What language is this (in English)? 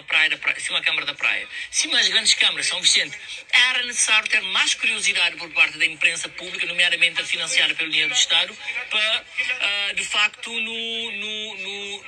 Kabuverdianu